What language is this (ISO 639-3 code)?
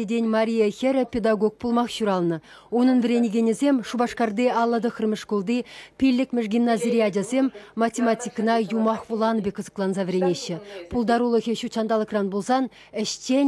chv